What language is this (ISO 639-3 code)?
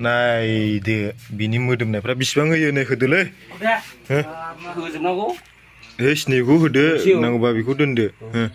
brx